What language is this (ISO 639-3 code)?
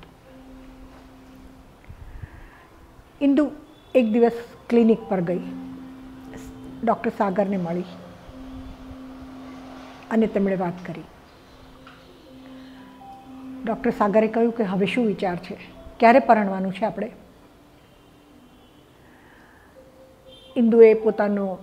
guj